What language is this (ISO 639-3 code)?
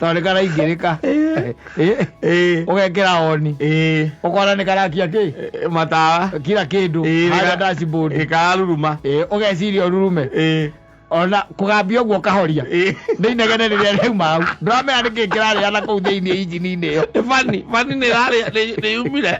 kik